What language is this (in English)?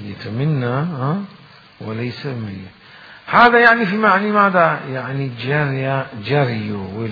Mesopotamian Arabic